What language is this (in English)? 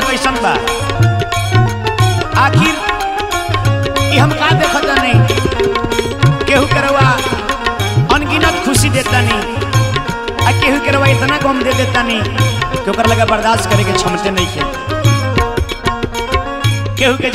Bhojpuri